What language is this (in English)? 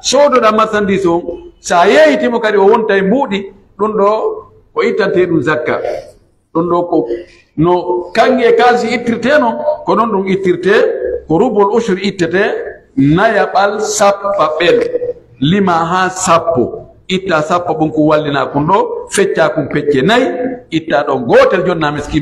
Pular